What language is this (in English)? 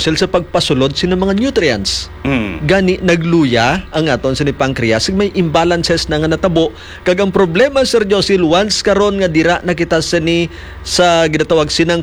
Hiligaynon